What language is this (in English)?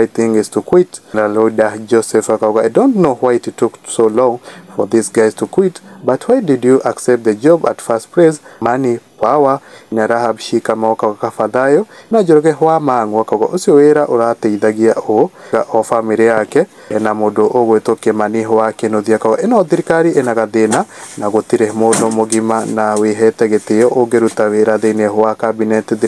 Kikuyu